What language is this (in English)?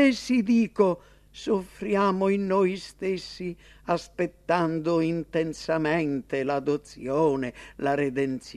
Italian